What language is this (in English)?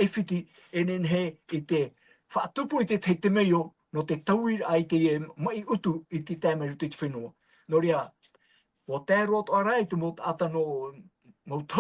Tahitian